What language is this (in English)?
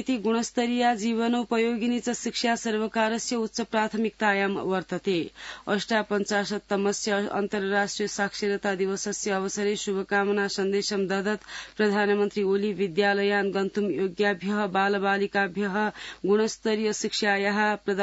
Sanskrit